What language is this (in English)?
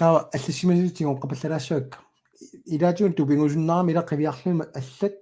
Kalaallisut